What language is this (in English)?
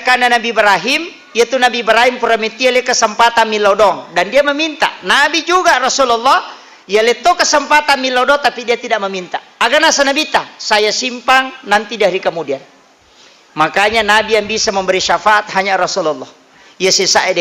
Buginese